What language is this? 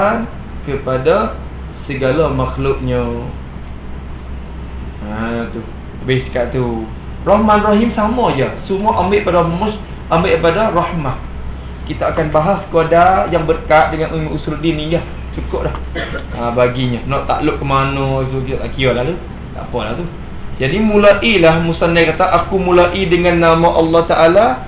Malay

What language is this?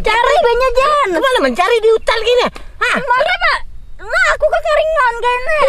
Banjar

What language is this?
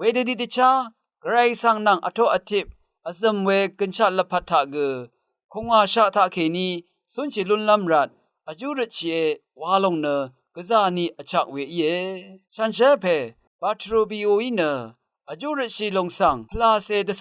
Rawang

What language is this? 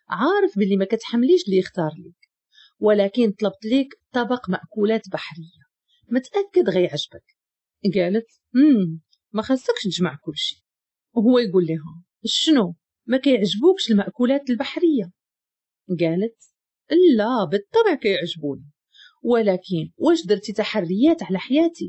Moroccan Arabic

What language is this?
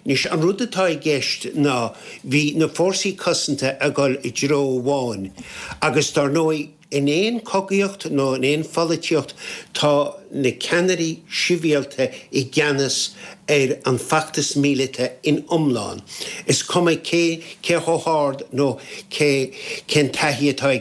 Irish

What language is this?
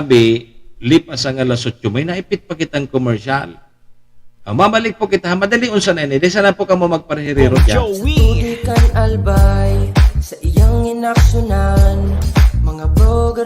Bikol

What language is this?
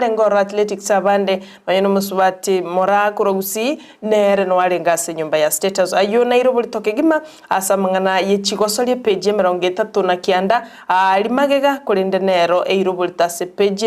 Gusii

